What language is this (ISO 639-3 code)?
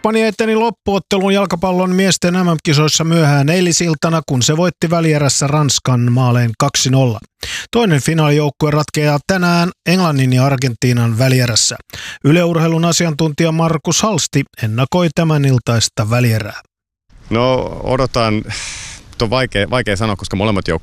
fin